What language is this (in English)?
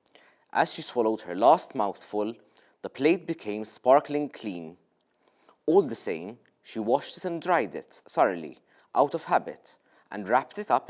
English